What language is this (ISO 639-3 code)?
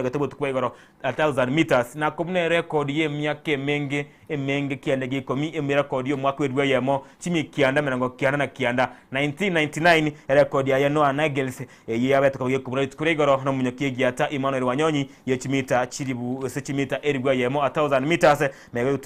guz